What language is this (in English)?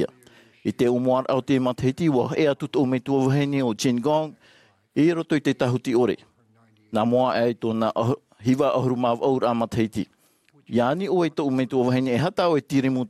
Tahitian